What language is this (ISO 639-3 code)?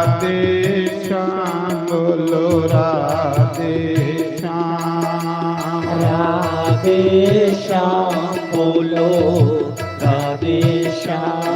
doi